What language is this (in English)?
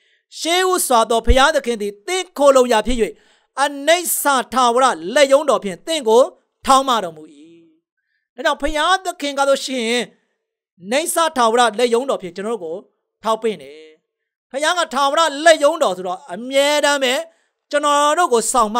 Burmese